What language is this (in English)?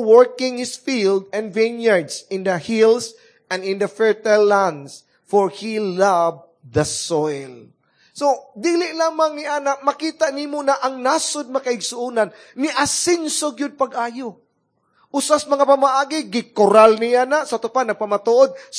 Cebuano